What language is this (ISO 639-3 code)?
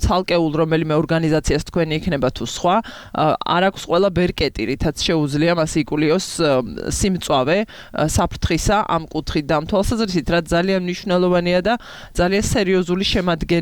kat